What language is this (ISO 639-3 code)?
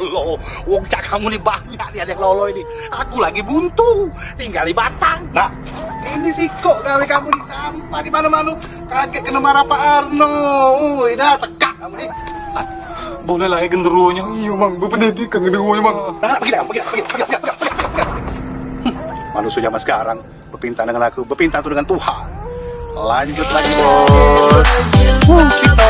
mui